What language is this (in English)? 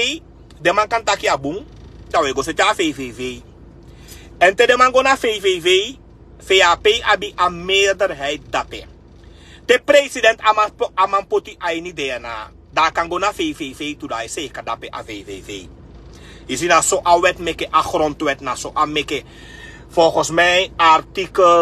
Sranan Tongo